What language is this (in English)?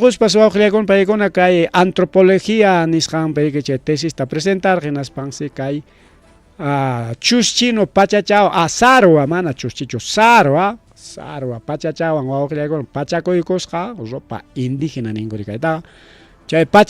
Ayacucho Quechua